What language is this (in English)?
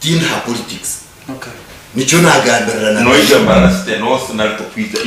Nyankole